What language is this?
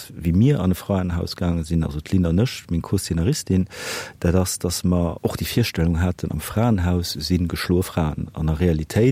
Luxembourgish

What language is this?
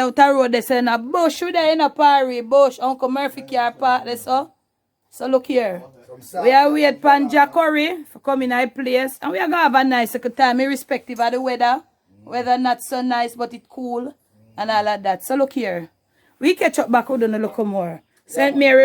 Jamaican Creole English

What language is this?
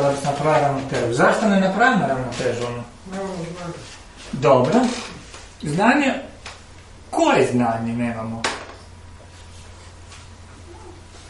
Croatian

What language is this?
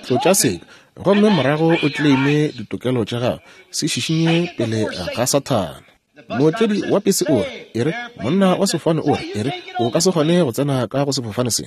Northern Sotho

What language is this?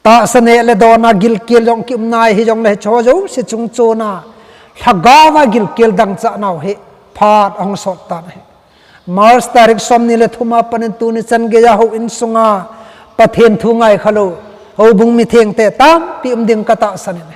Thado Chin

